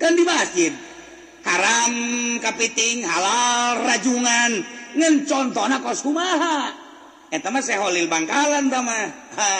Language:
Sundanese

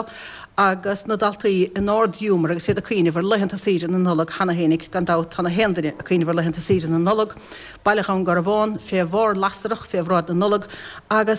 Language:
Irish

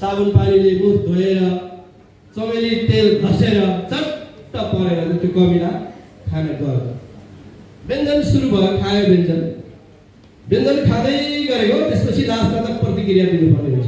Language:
Nepali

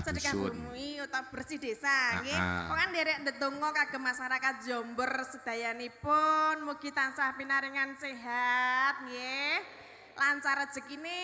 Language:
Javanese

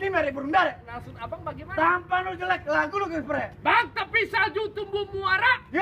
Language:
Betawi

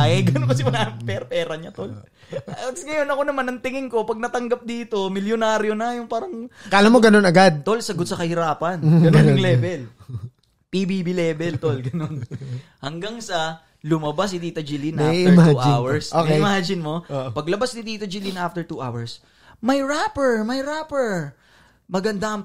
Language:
Filipino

